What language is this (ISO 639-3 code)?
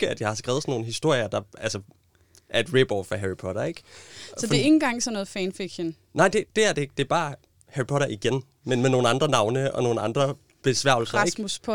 dan